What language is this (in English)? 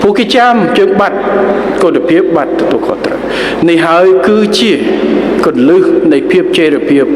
Khmer